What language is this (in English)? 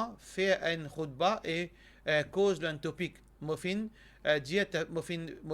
Morisyen